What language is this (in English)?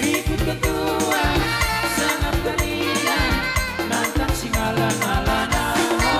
Batak Simalungun